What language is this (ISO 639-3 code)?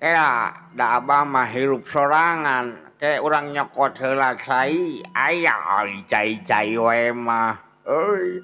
sun